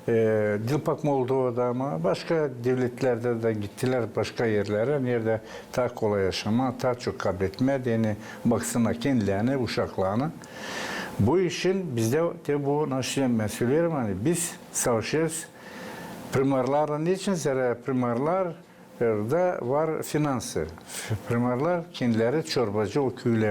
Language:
Gagauz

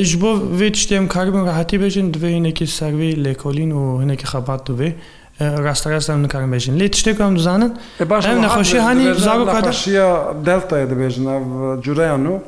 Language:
Kurdish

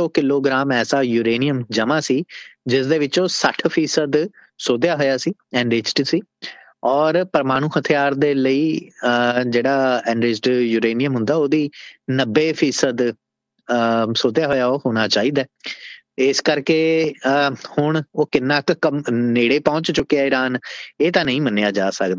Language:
Punjabi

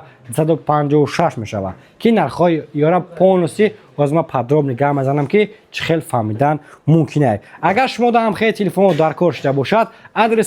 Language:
Tajik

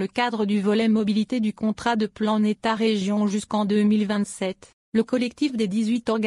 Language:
French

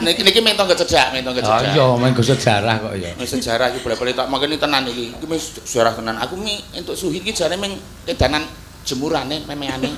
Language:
Javanese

